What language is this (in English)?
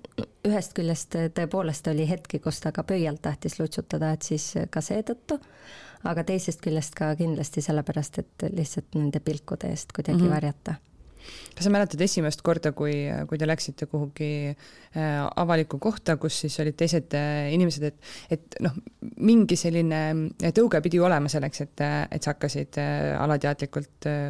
Estonian